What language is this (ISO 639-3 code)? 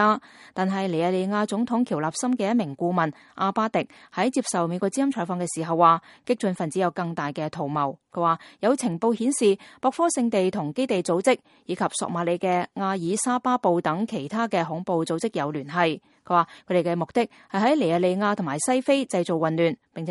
yue